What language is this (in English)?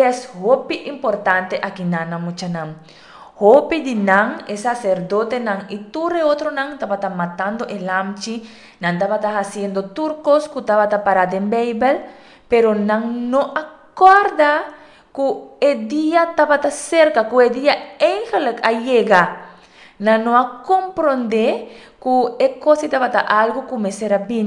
Papiamento